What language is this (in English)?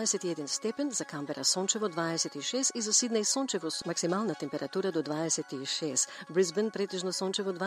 Macedonian